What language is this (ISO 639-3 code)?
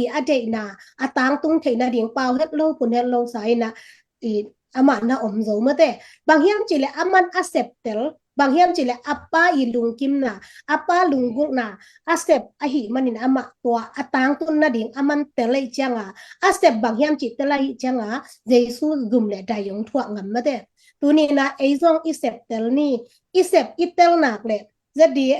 ctd